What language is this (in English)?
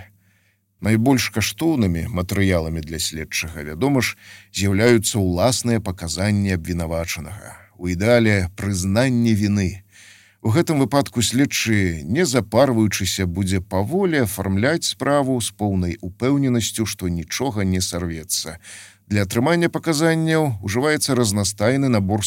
Belarusian